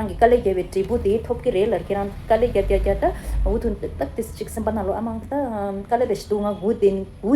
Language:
Tibetan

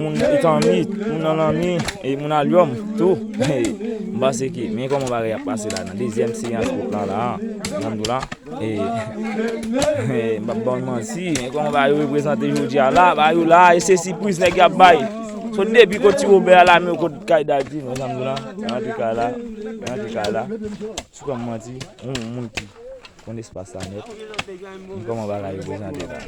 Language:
Haitian Creole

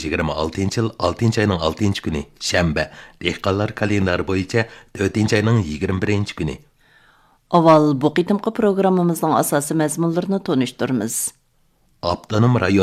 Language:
Uyghur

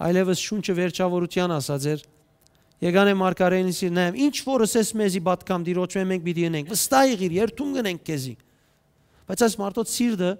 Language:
Western Armenian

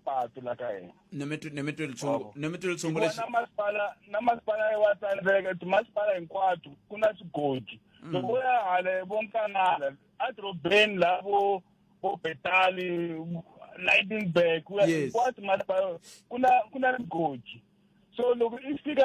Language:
Tsonga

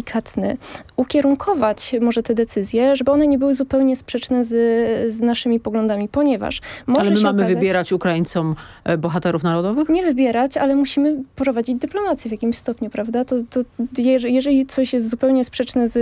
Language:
Polish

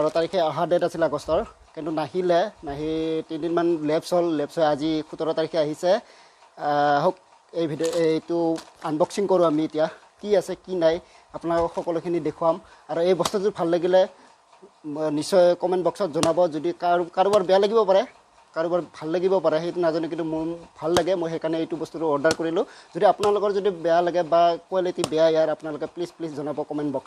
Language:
Assamese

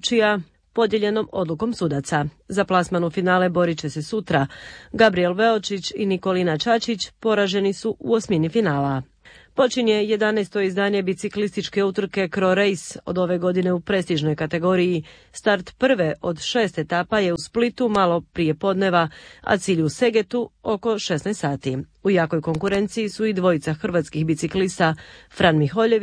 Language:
Croatian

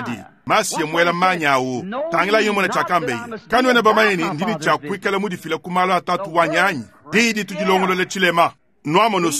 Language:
Luba-Lulua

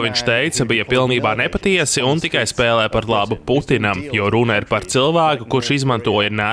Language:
Latvian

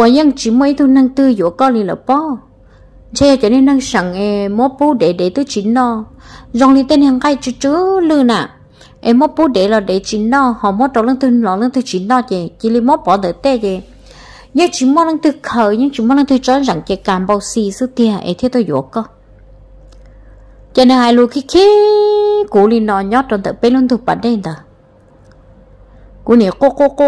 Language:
Vietnamese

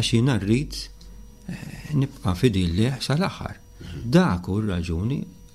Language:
Maltese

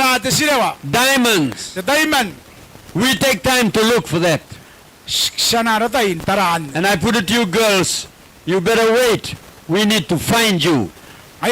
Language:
Gilbertese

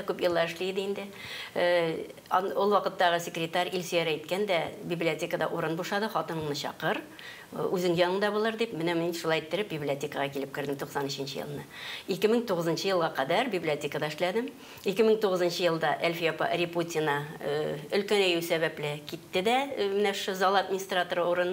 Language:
Tatar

